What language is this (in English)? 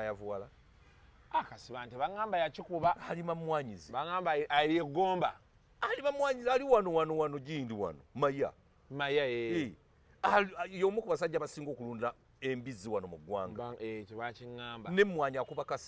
Ganda